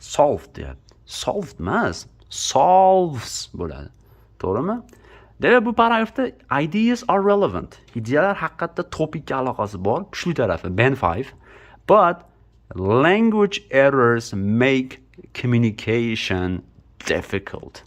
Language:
Uzbek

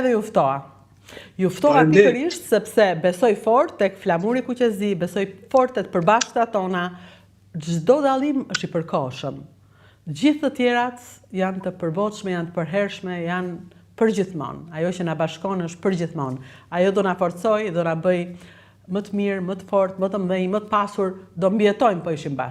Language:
Albanian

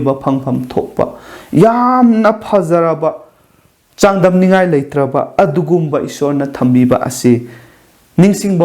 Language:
Manipuri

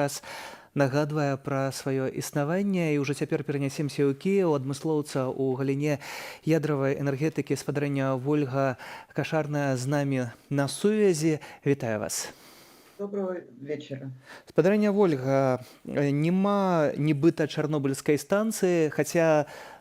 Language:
Belarusian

